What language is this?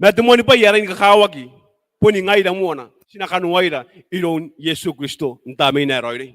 Gilbertese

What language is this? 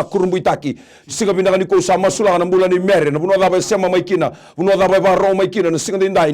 Fijian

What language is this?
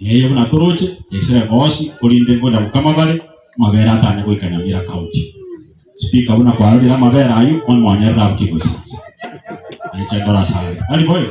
Gusii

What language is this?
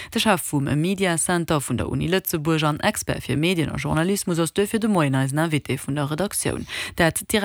Luxembourgish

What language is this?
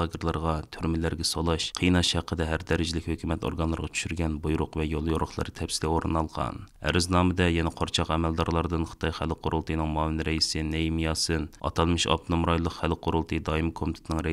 Uyghur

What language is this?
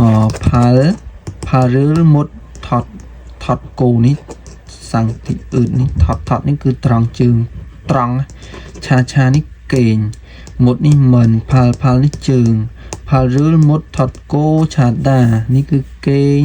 Khmer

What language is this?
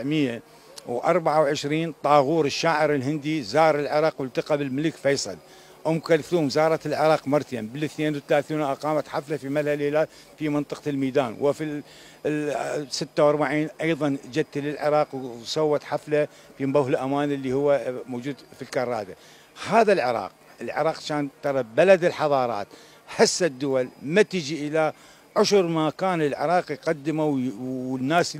Mesopotamian Arabic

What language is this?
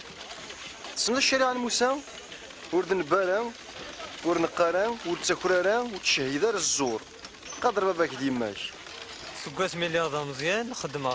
Kabyle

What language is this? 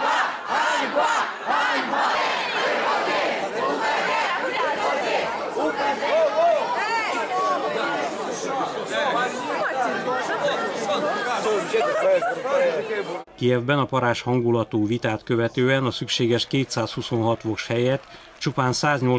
Hungarian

